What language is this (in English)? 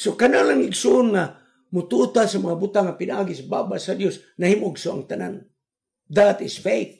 Cebuano